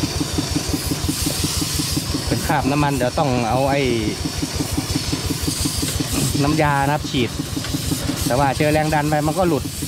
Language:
Thai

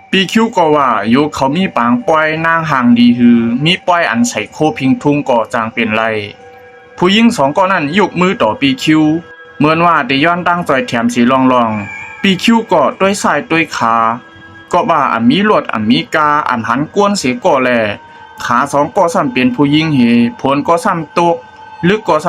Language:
Shan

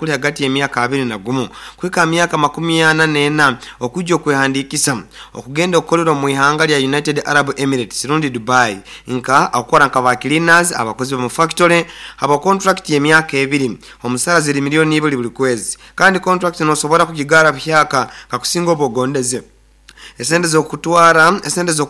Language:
Nyoro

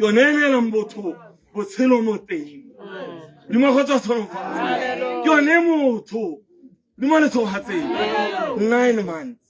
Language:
Tswana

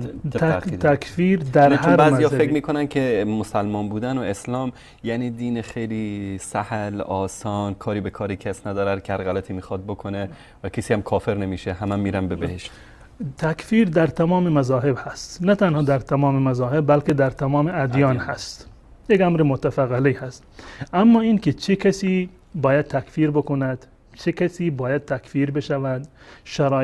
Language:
Persian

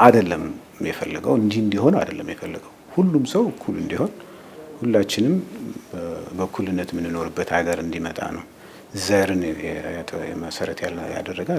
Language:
Amharic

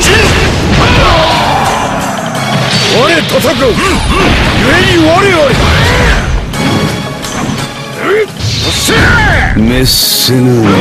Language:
Japanese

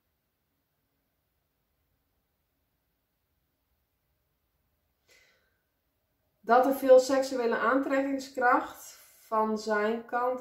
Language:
Dutch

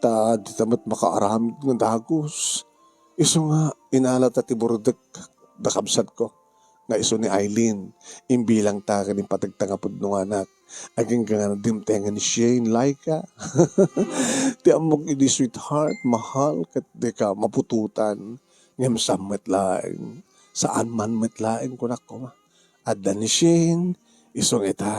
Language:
Iloko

